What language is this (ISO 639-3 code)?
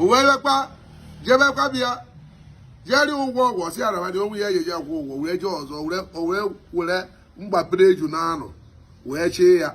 ibo